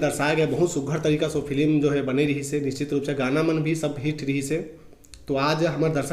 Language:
Chhattisgarhi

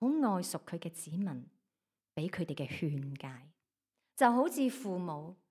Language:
Cantonese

